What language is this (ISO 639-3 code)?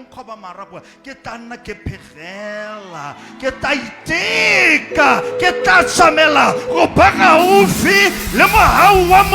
tsn